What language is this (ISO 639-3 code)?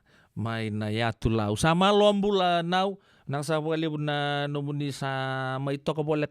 fij